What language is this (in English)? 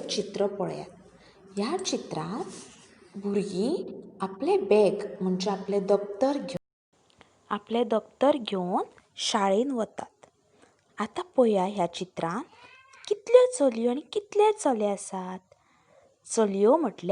Konkani